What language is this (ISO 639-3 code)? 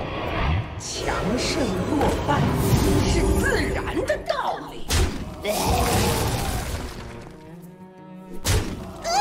zho